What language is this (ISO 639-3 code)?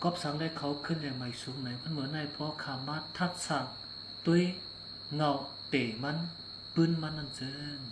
shn